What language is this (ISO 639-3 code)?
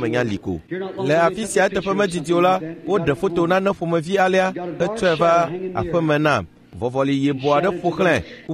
ewe